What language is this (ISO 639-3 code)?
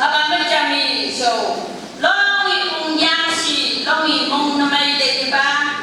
nph